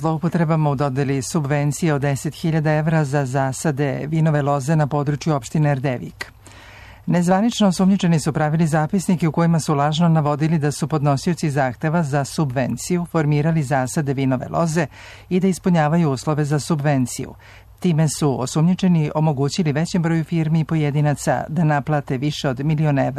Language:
Serbian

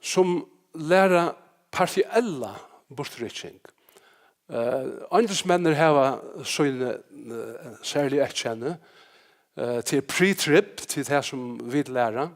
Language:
Faroese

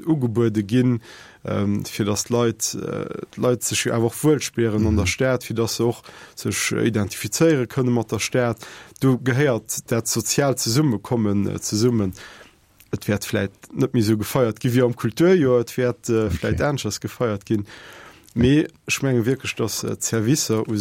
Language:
Luxembourgish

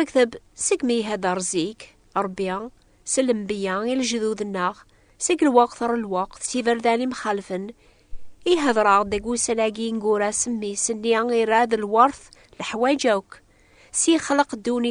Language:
Kabyle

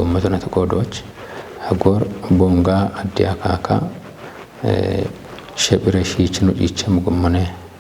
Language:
Kafa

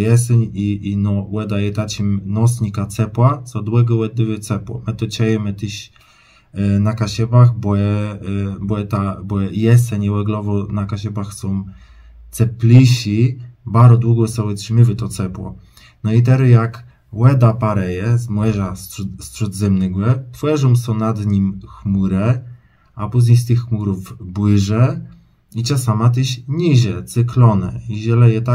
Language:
Kashubian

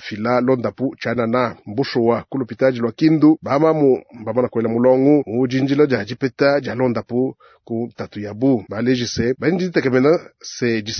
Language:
Luba-Lulua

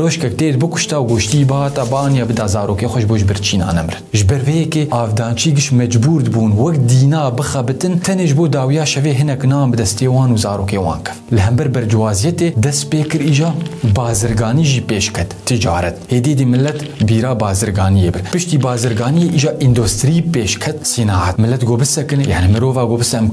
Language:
Kurdish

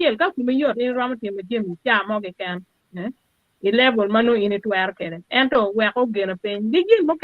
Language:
Acoli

